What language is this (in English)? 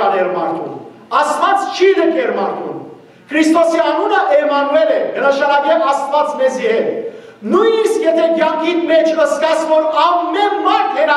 Western Armenian